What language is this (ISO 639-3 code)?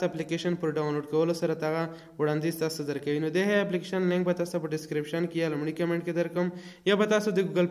pus